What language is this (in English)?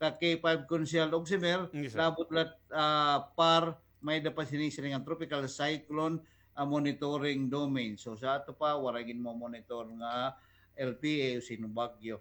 Waray